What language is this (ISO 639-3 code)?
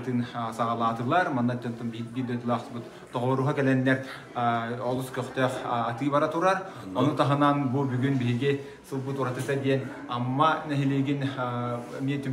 sah